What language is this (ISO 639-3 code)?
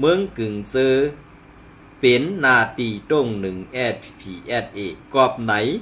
shn